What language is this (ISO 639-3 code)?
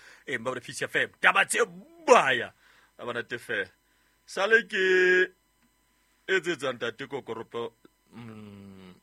sot